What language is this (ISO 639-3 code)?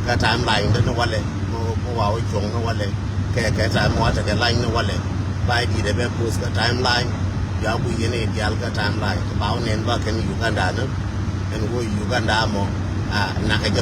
nus